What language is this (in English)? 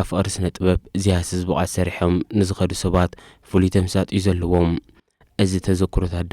Tigrinya